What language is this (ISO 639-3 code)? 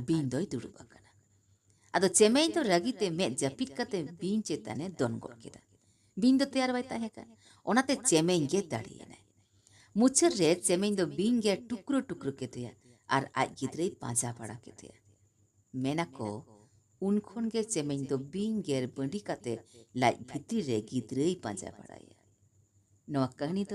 sat